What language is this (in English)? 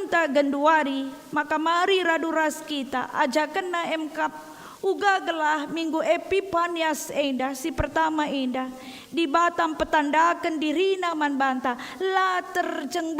Batak Karo